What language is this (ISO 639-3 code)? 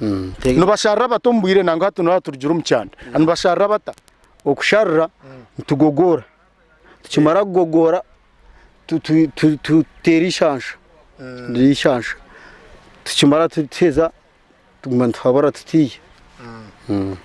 nyn